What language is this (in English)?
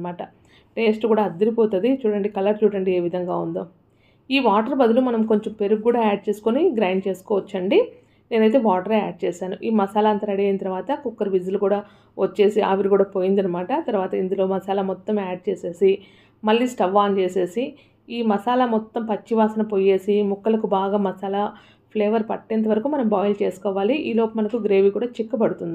Telugu